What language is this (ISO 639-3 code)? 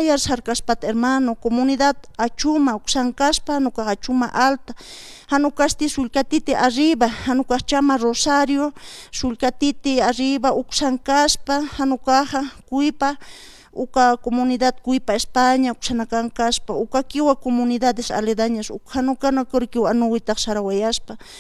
aym